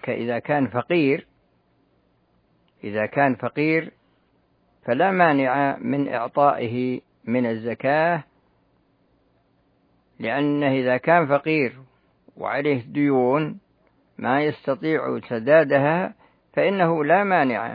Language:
Arabic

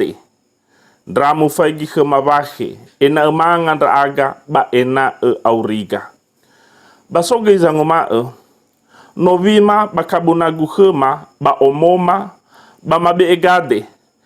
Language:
Nias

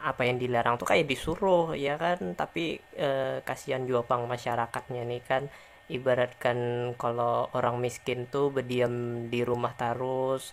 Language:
Banjar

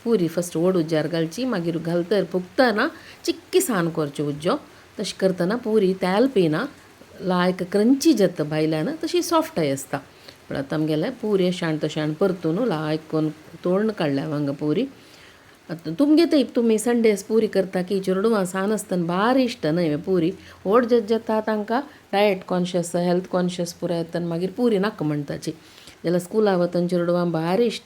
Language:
Konkani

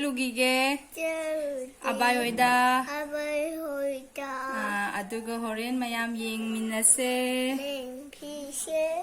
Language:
Manipuri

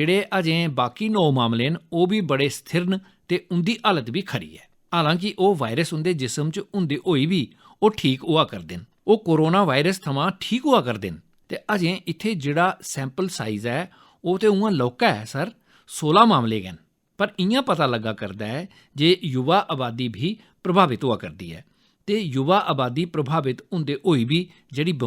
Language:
Dogri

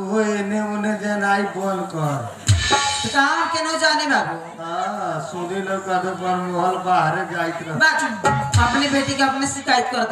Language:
Bhojpuri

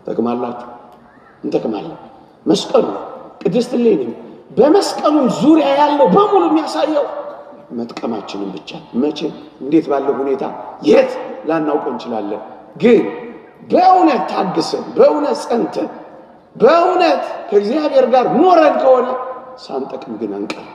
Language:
Amharic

